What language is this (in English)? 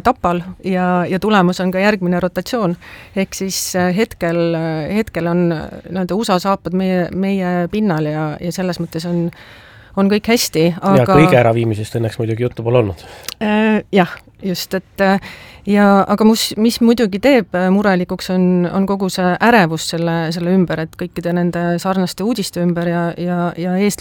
Estonian